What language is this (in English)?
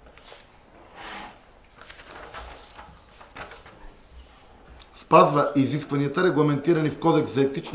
Bulgarian